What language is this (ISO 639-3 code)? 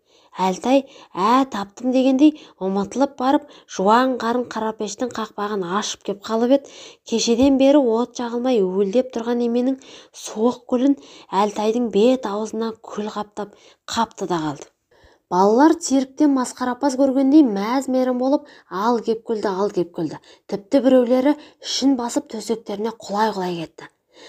kaz